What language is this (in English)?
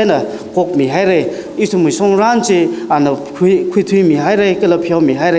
Tangkhul Naga (India)